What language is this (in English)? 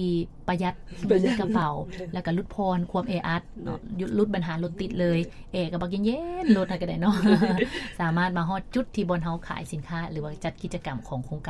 Lao